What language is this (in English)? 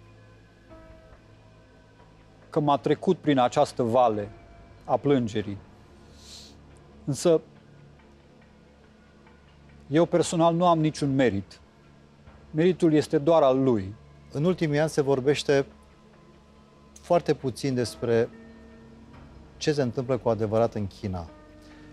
Romanian